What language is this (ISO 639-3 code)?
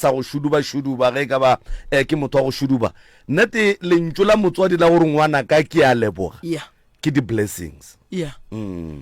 nso